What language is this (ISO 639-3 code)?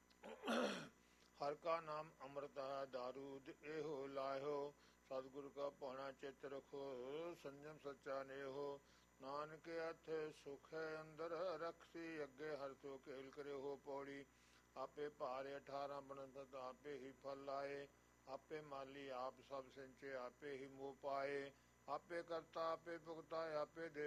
pan